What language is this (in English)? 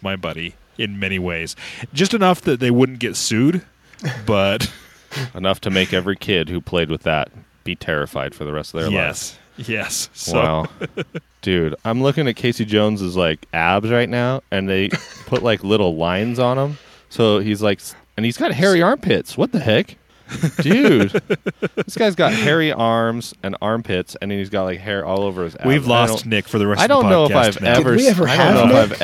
English